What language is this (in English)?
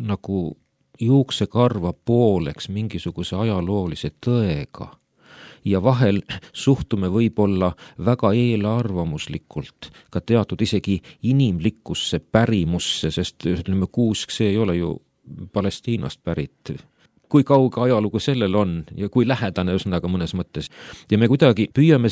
Estonian